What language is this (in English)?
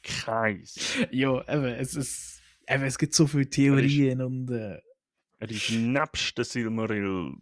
Swiss German